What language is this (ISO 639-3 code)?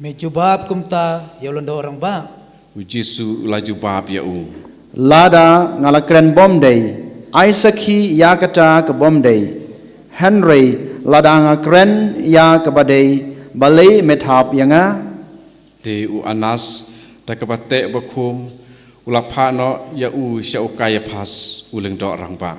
kha